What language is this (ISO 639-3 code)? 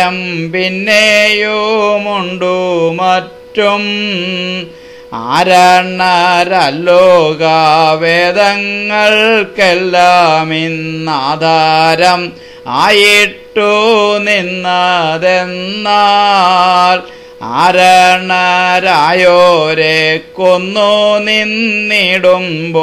mal